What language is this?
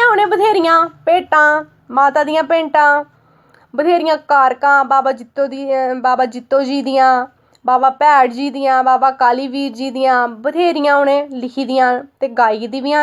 Dogri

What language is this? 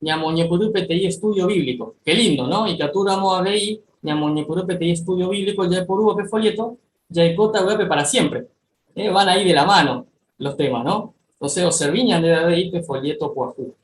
Guarani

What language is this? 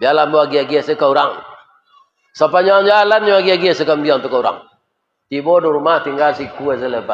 Minangkabau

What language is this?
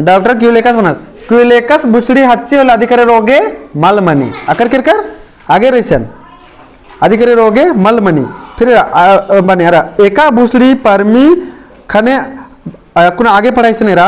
Kurukh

